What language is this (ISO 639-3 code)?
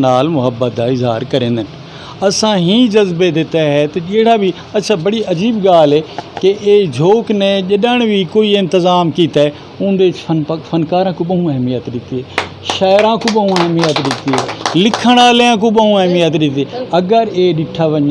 skr